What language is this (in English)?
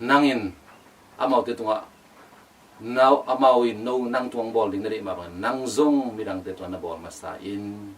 Tedim Chin